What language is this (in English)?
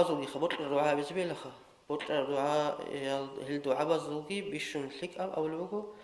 Avaric